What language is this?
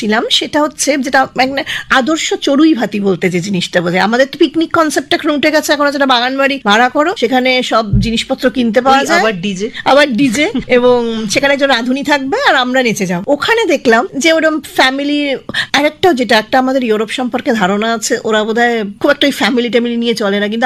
Bangla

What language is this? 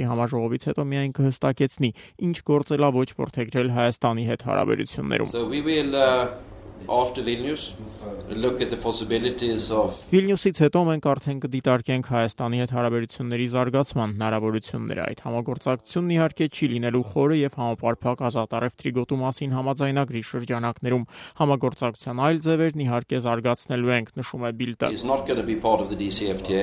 Armenian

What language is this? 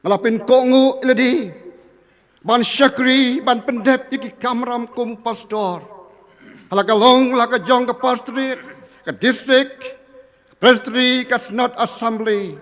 Khasi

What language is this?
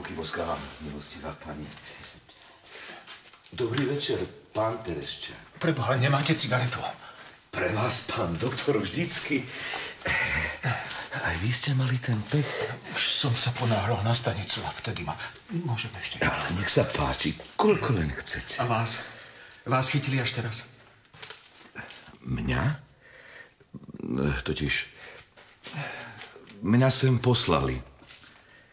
Slovak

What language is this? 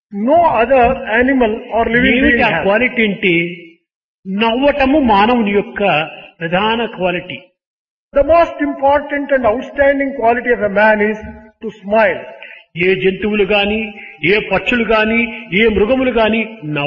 Telugu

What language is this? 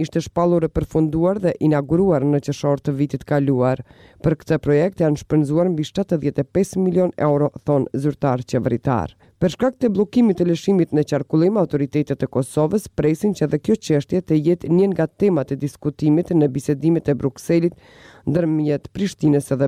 Albanian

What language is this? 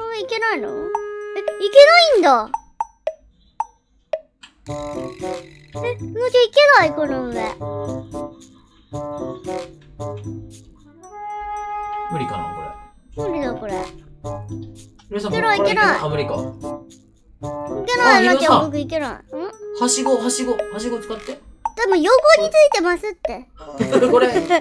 Japanese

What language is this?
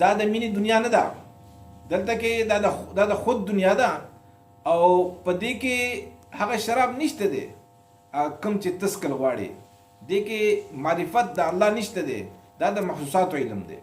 Pashto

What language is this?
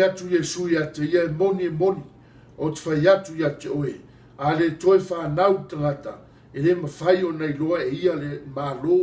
Samoan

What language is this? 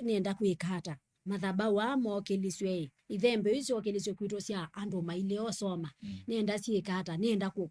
Kamba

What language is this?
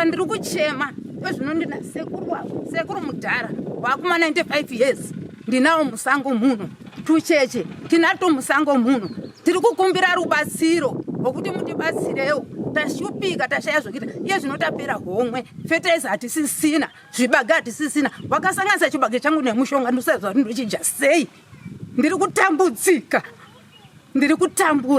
Shona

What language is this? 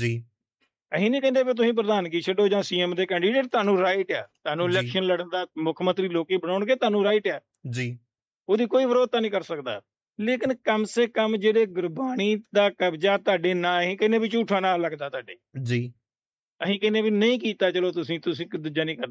Punjabi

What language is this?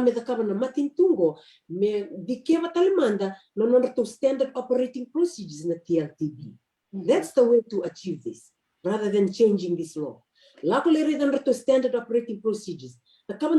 Fijian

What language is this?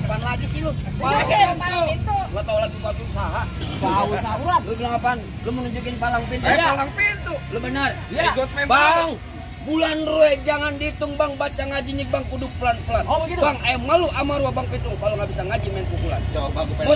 Betawi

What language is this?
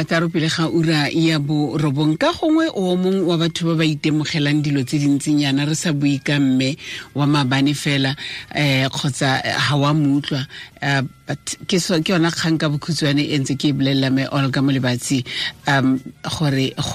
Tswana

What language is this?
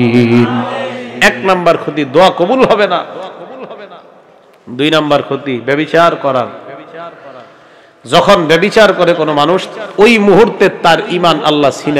Bangla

